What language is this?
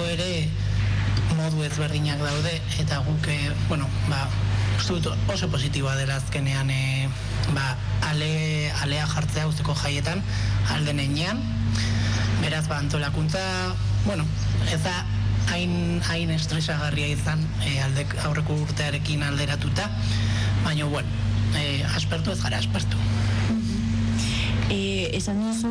Basque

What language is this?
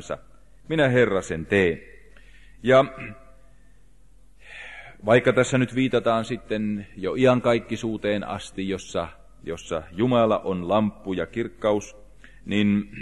Finnish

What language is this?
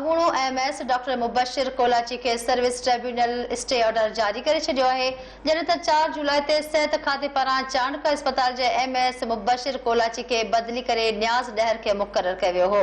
Sindhi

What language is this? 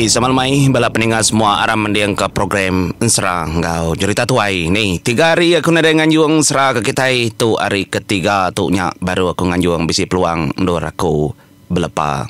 Iban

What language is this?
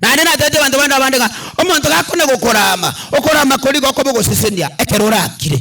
Gusii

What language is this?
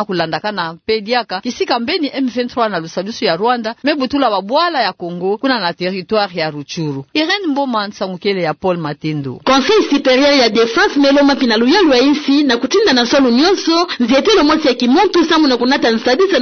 Kituba (Democratic Republic of Congo)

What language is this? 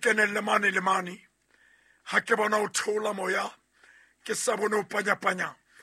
Southern Sotho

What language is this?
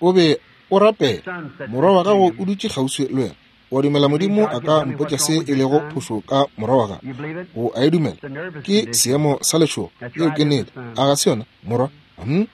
Northern Sotho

